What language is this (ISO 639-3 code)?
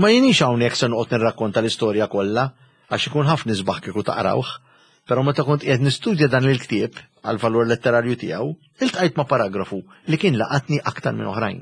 mlt